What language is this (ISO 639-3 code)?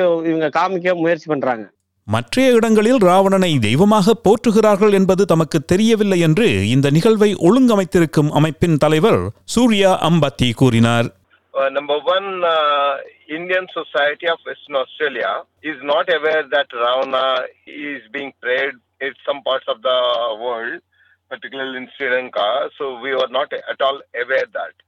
tam